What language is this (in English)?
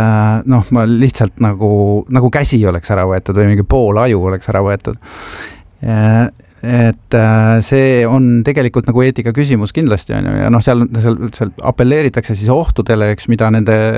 Estonian